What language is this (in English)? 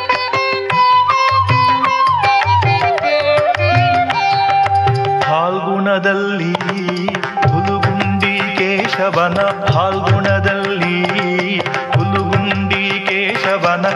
Kannada